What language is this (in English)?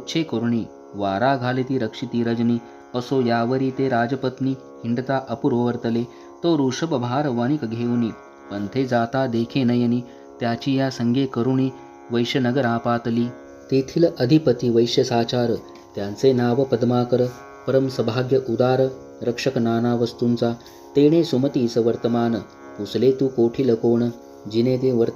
Marathi